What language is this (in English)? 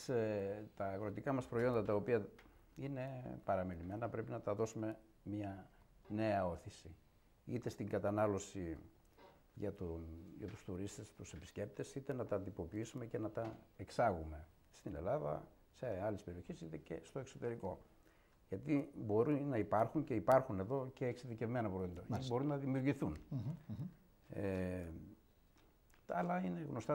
Greek